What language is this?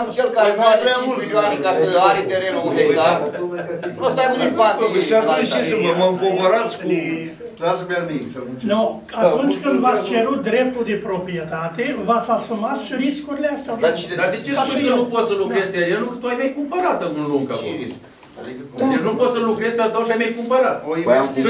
Romanian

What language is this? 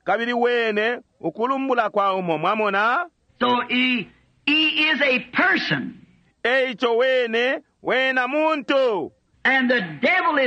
Bemba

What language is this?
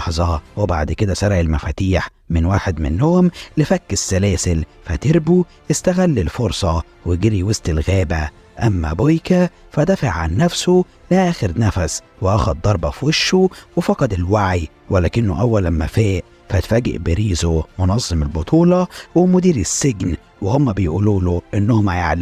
Egyptian Arabic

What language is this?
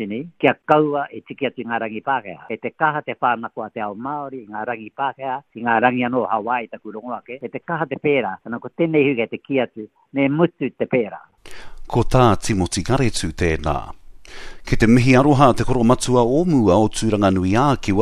Māori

